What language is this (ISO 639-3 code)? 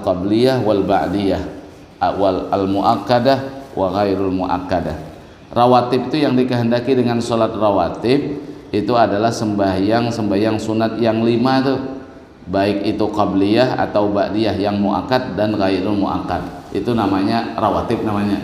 bjn